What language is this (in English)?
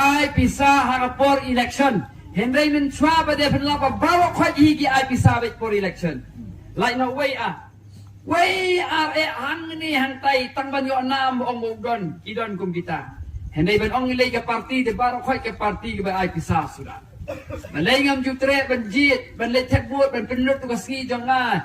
Khasi